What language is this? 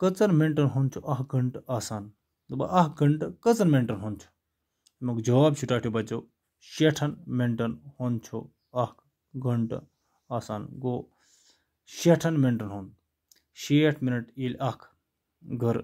Kashmiri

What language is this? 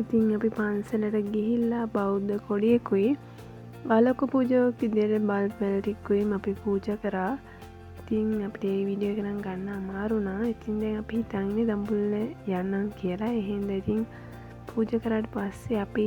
Sinhala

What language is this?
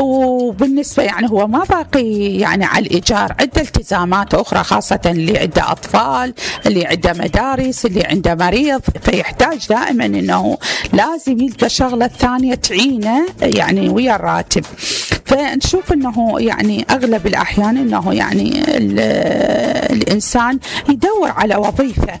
Mesopotamian Arabic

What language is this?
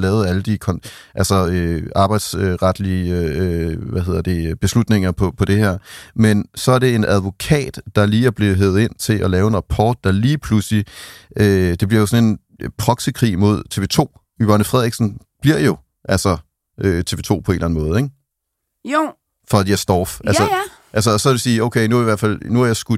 Danish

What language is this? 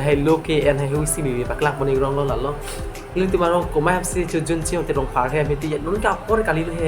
Karbi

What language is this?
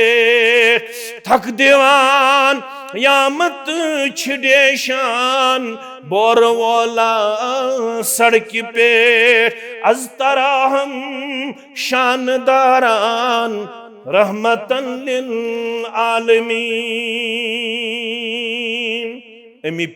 Kashmiri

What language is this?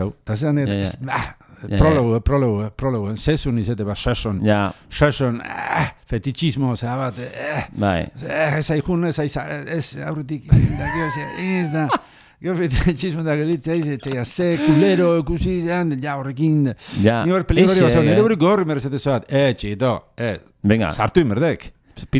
Basque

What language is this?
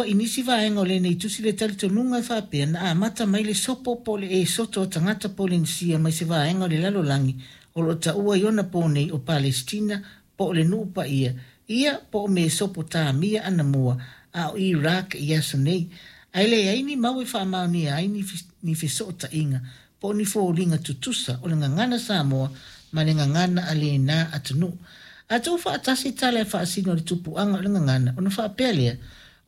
Samoan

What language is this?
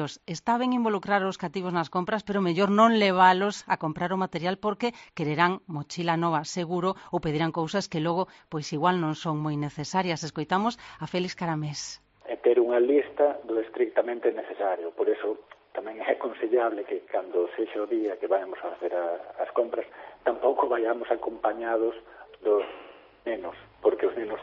Galician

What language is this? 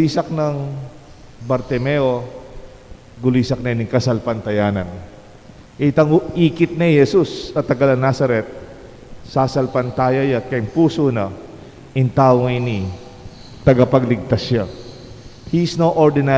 Pampanga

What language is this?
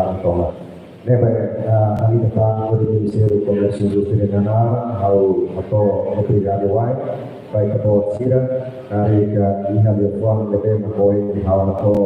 Tetum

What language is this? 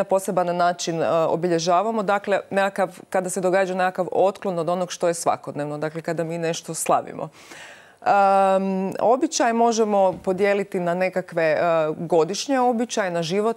Croatian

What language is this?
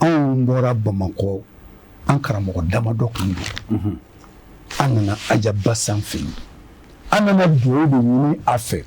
Bambara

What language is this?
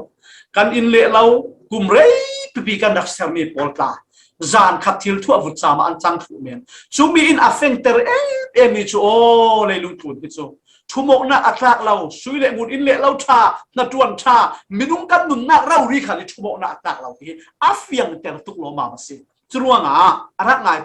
Falam Chin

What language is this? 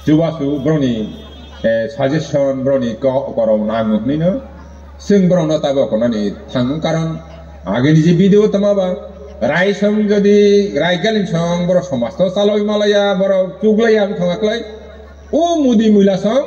Kok Borok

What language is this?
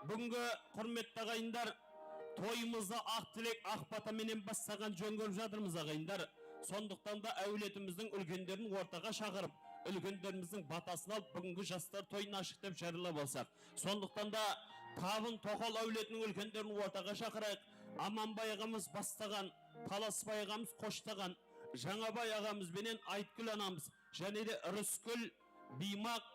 Kara-Kalpak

